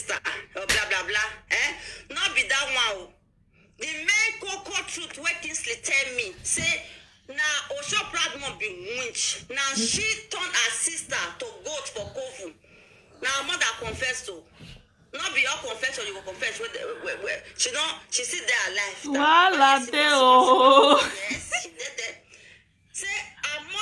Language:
Nigerian Pidgin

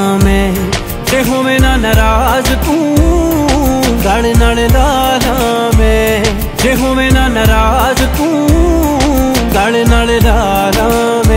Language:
Punjabi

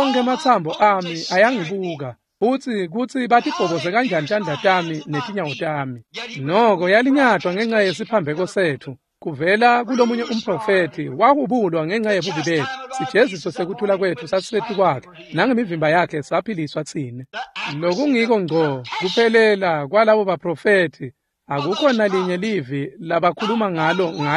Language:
Swati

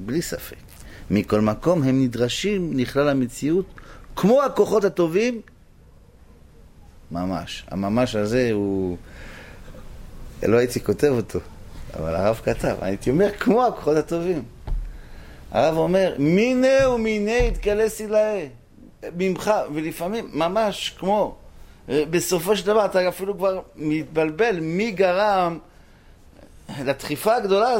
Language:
Hebrew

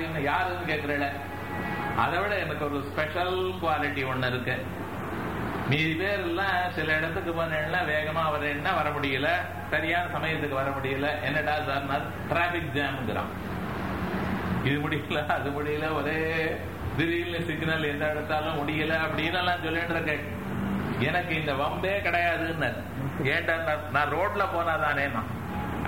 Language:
Tamil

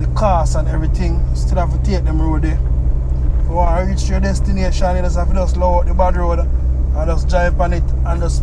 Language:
Jamaican Creole English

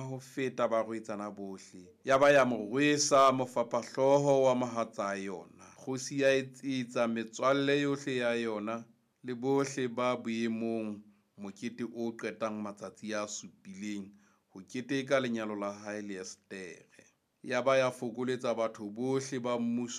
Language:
Southern Sotho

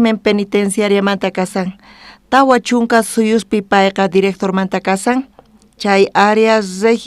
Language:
South Bolivian Quechua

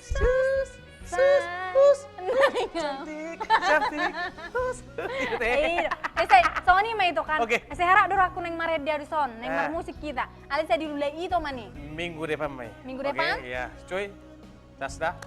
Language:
Batak Toba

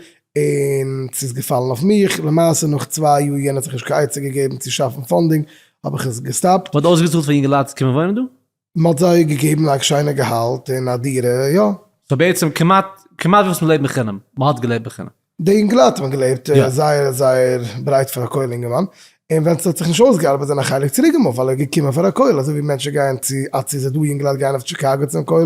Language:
Yiddish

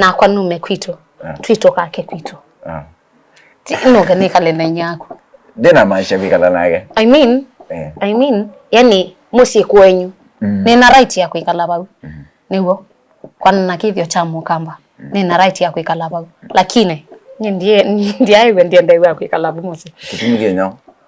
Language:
Kamba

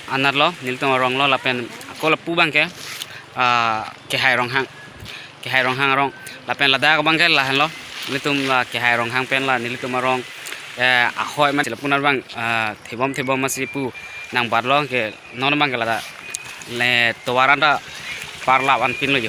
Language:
Karbi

